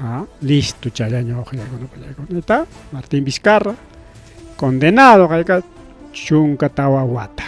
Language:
Ayacucho Quechua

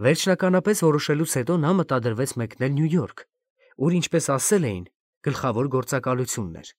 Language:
Armenian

